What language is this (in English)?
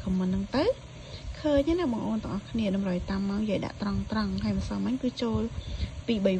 Khmer